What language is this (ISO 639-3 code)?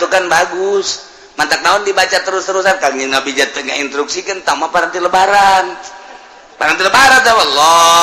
sun